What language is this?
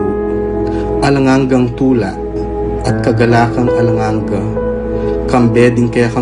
Pampanga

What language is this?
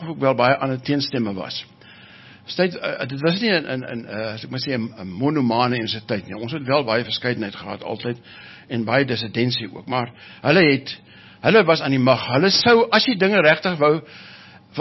Afrikaans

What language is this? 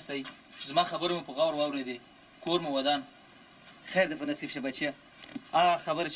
Pashto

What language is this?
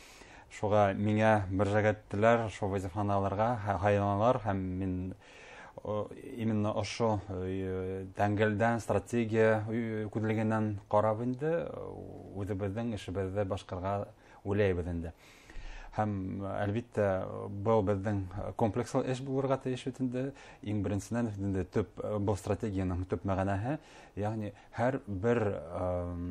Bashkir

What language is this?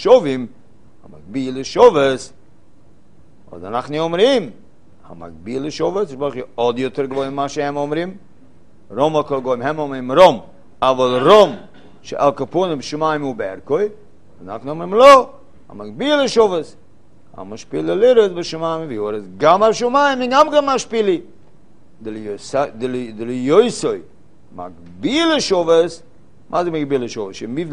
Hebrew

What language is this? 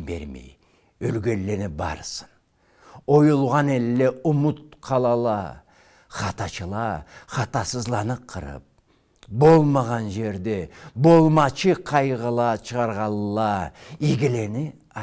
Karachay-Balkar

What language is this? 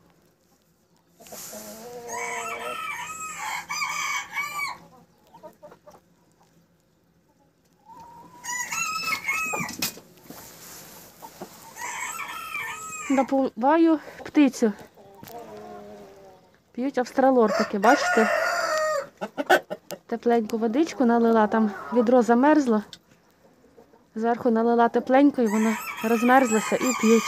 Ukrainian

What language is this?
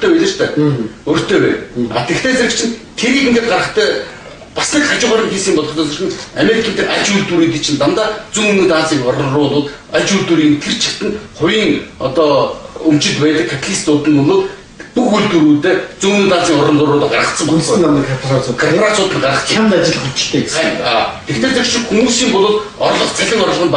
Mongolian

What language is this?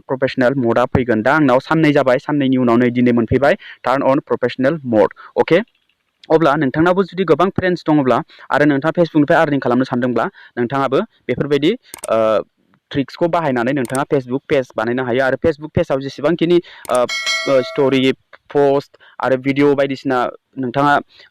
Bodo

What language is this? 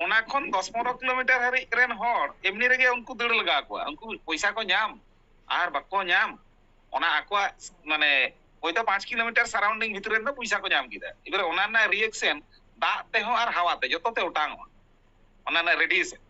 Santali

